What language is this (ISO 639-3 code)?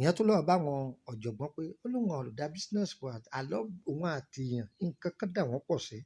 yor